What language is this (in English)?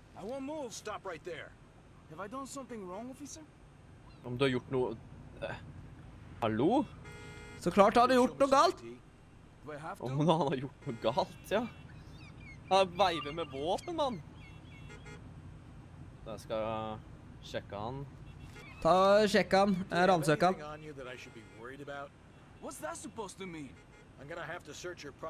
Norwegian